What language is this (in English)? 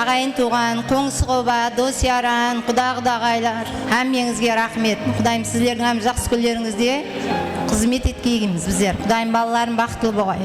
Kara-Kalpak